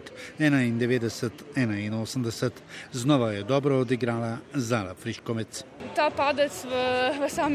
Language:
Slovenian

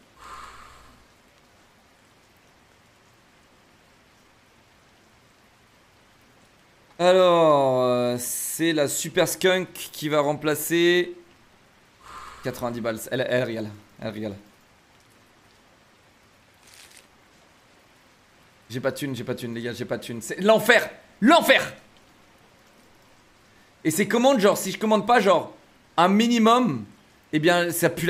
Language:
French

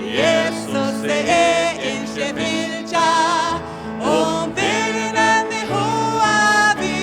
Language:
Faroese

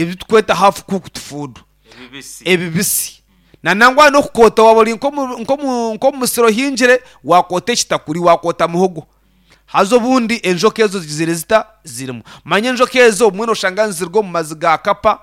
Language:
Nyankole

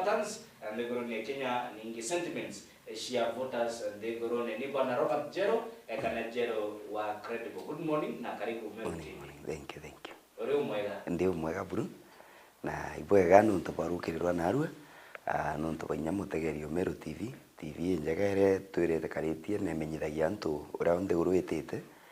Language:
Meru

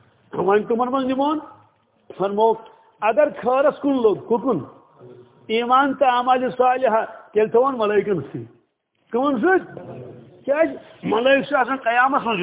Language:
Kashmiri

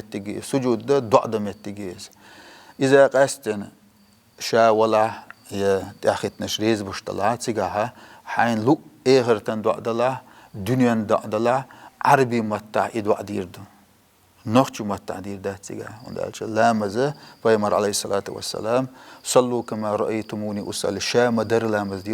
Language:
Chechen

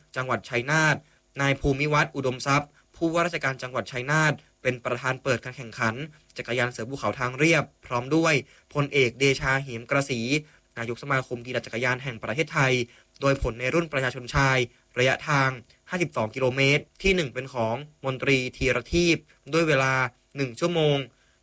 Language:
Thai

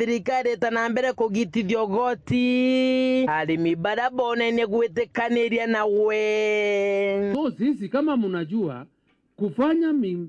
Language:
Meru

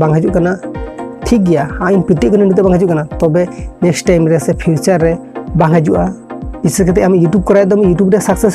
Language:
Santali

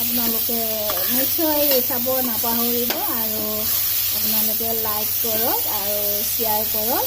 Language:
Assamese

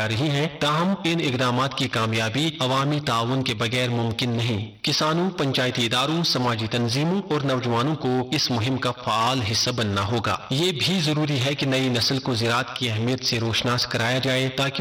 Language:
Urdu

